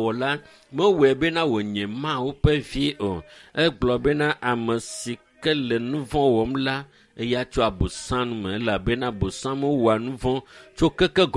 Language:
Ewe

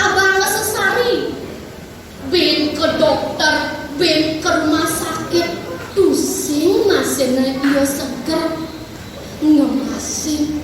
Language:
Balinese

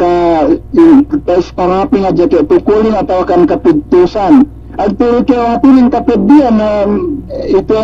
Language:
Yakan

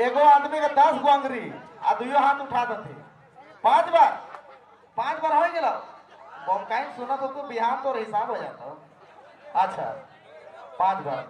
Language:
Sadri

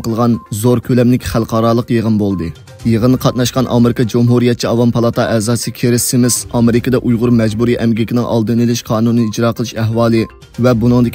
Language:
Uyghur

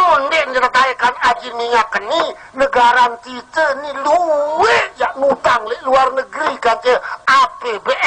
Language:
Sasak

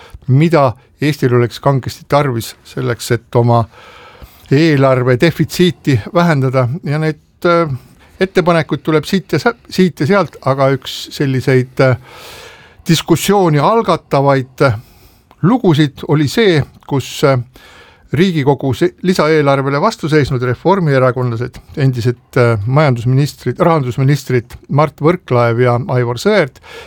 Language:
Estonian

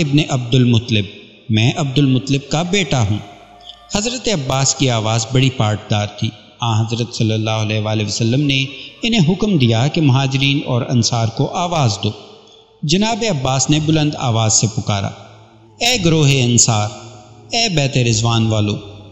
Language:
Urdu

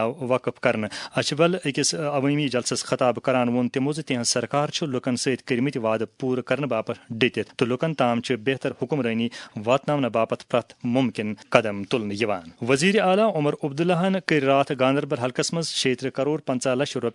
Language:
Kashmiri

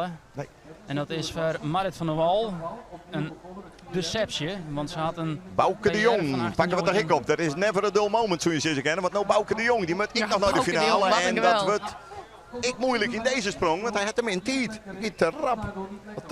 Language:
Western Frisian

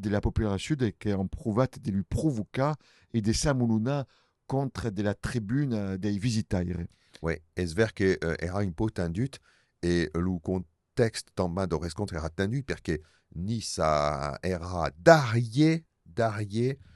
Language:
Occitan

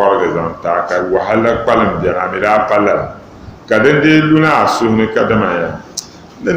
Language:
Dagbani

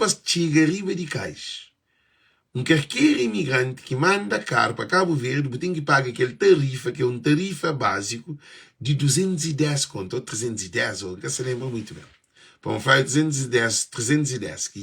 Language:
Kabuverdianu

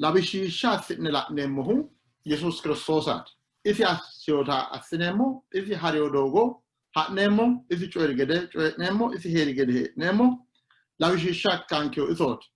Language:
Sidamo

